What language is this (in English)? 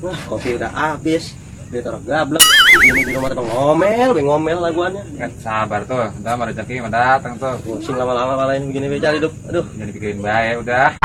Betawi